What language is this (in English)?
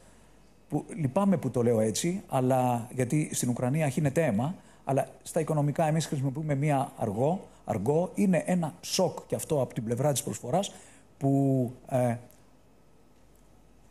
Greek